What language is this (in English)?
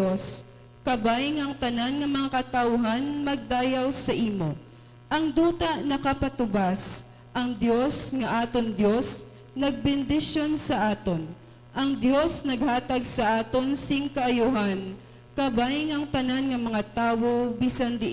Hiligaynon